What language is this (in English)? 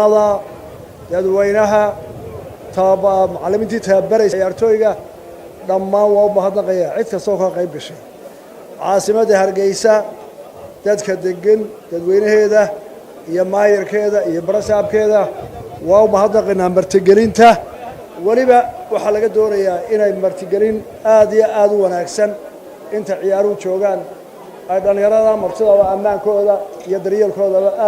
Somali